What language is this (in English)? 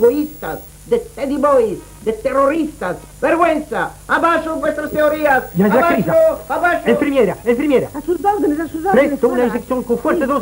Ladino